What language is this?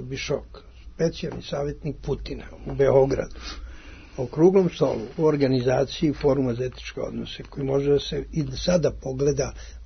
Serbian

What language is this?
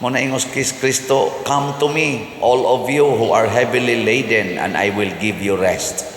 Cebuano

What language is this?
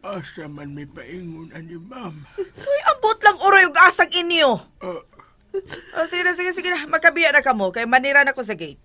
Cebuano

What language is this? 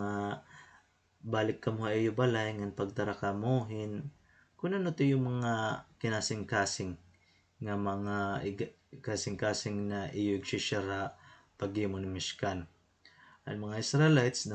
Waray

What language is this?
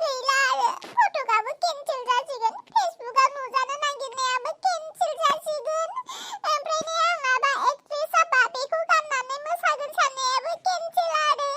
Bodo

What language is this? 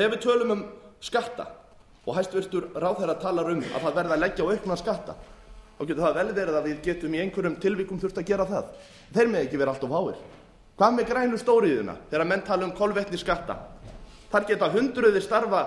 Icelandic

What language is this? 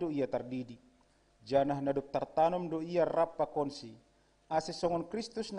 Batak Simalungun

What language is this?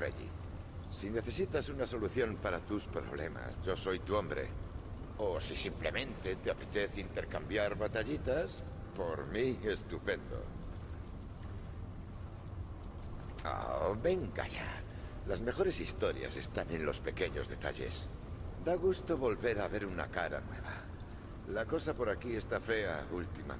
Spanish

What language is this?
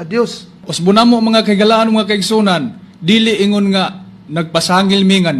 Cebuano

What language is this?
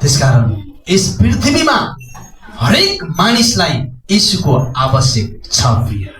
Nepali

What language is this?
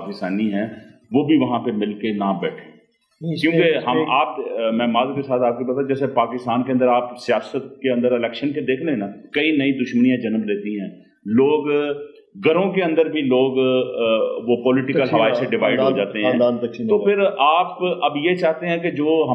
Urdu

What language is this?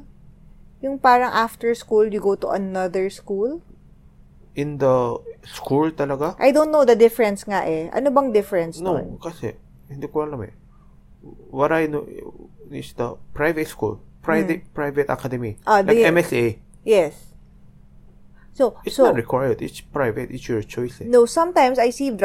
Filipino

